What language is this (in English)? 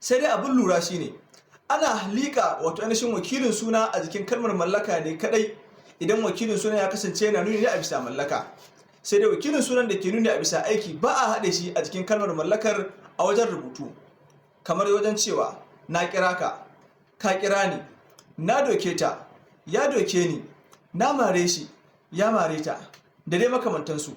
Hausa